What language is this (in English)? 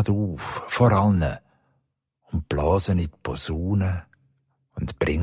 Swiss German